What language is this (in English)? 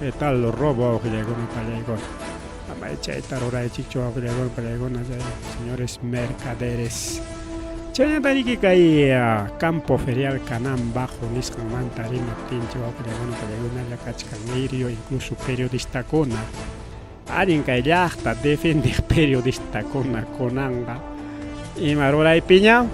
Ayacucho Quechua